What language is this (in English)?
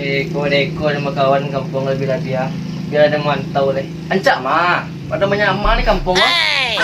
Minangkabau